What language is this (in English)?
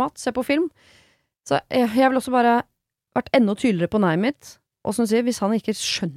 Norwegian